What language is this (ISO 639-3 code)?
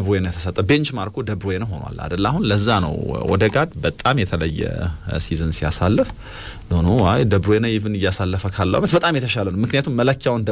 amh